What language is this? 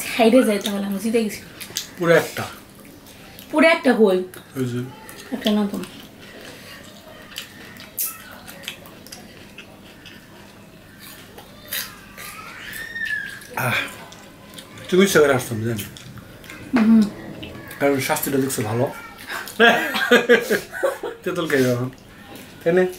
Bangla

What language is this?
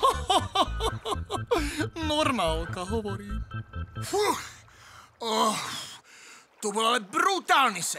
Slovak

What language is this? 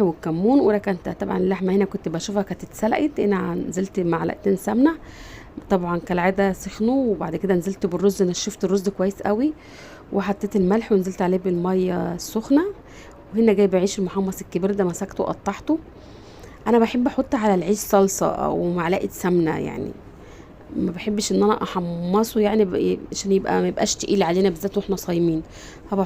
Egyptian Arabic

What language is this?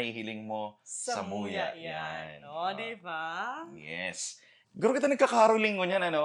Bikol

